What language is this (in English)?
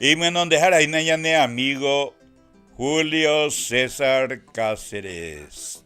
Guarani